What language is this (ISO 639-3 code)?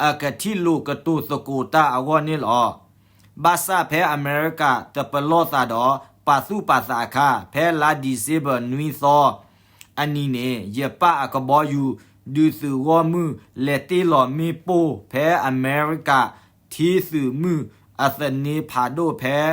ksw